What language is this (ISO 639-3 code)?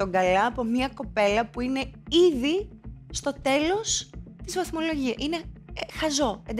ell